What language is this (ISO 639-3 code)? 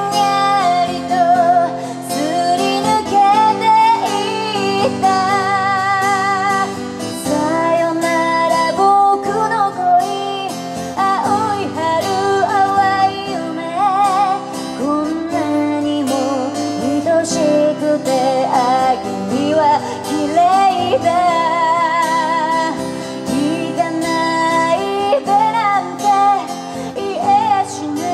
jpn